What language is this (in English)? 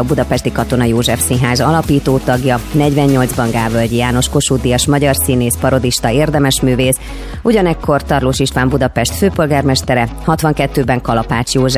Hungarian